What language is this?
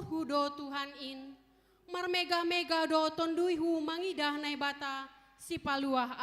Batak Simalungun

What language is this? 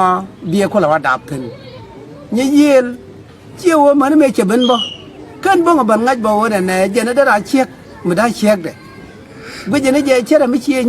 Nuer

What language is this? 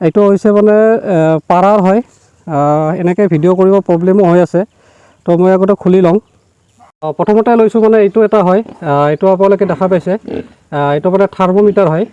Assamese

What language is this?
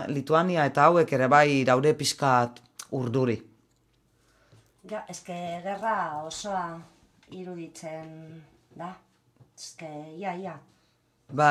Basque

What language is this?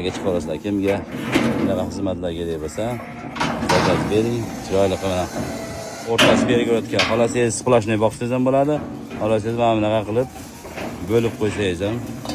Uzbek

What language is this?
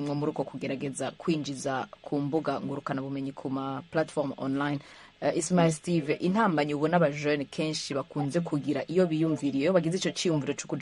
Rundi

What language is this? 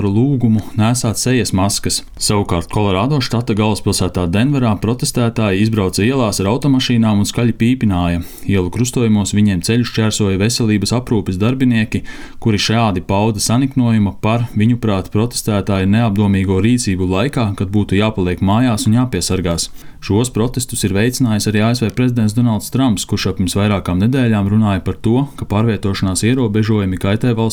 Latvian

